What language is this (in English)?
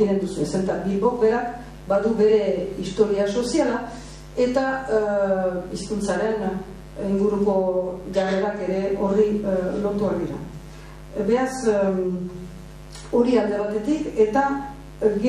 Basque